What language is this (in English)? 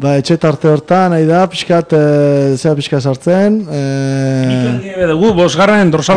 Basque